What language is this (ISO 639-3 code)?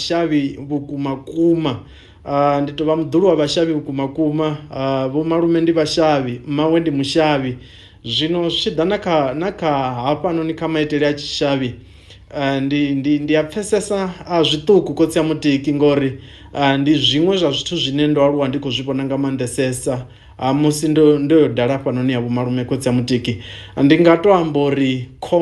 ven